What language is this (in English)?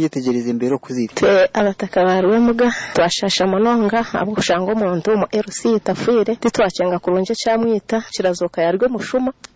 Nyoro